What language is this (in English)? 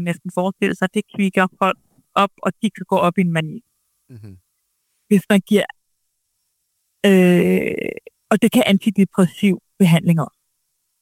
Danish